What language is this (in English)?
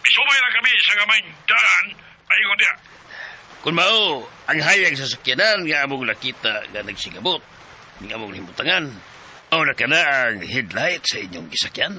Cebuano